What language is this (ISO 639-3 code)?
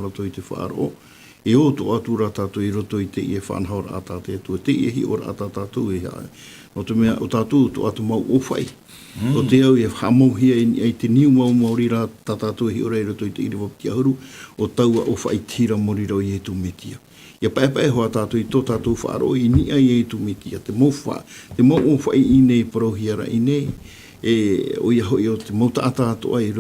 tah